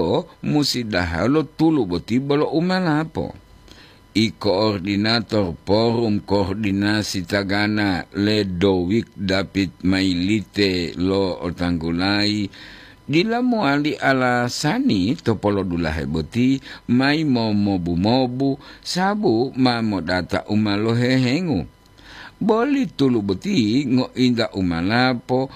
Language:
Gorontalo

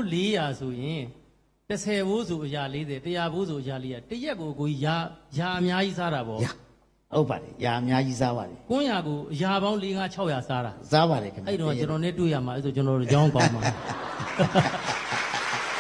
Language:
Burmese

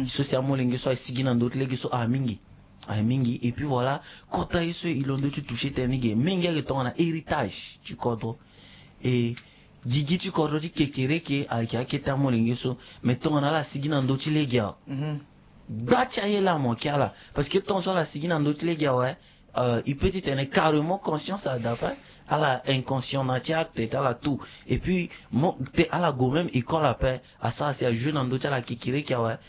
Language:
Sango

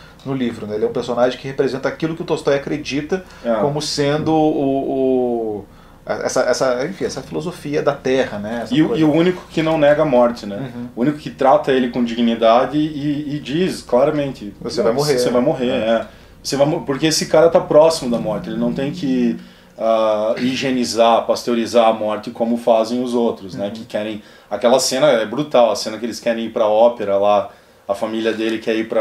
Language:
Portuguese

